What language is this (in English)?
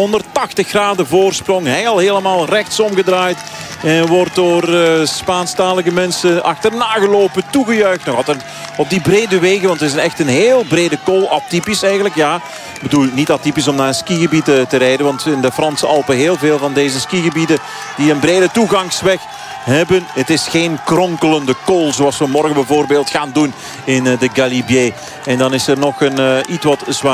Dutch